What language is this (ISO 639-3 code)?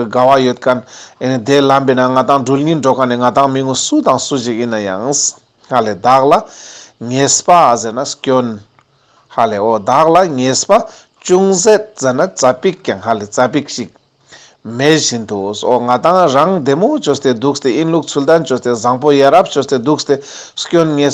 lbj